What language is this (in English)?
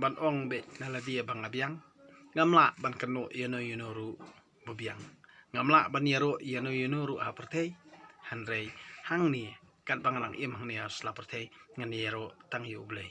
Khasi